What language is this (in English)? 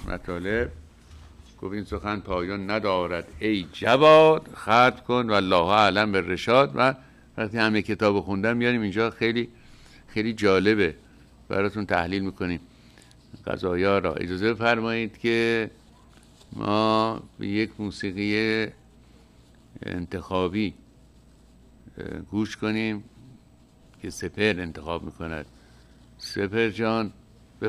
Persian